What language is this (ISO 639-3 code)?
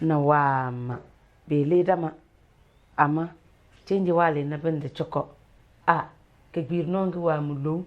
kdh